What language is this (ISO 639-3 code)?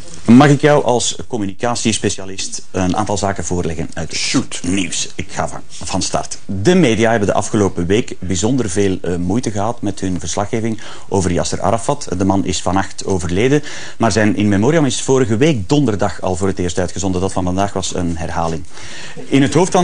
nld